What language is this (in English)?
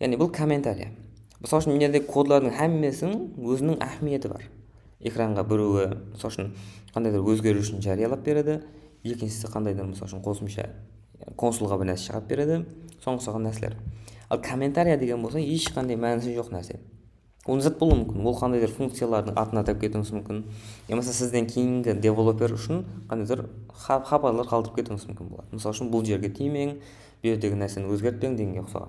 Kara-Kalpak